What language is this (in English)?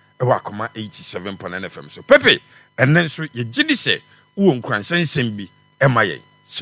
Akan